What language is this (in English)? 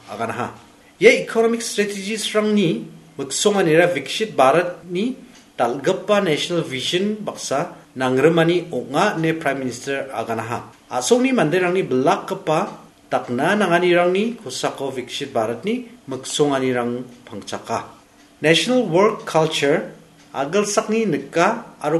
Garo